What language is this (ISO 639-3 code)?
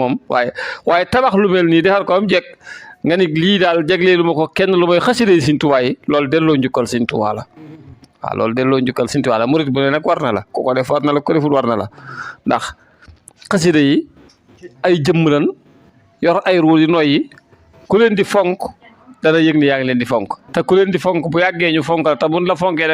wol